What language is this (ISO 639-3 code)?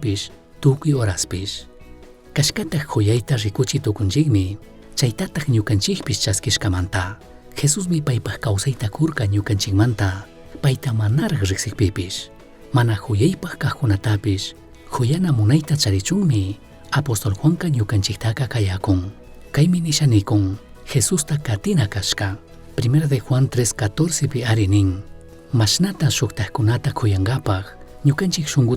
qug